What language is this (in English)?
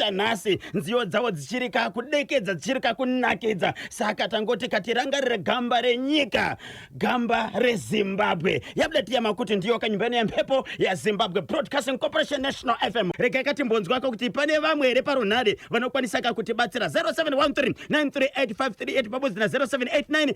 Shona